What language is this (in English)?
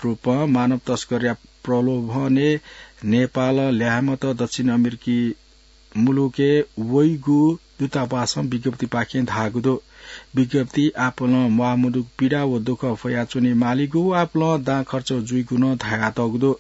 Newari